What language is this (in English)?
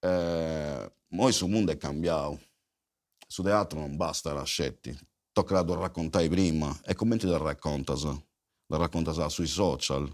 Sardinian